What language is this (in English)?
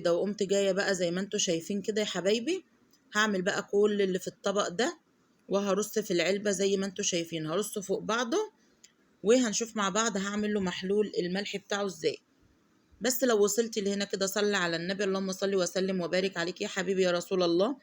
Egyptian Arabic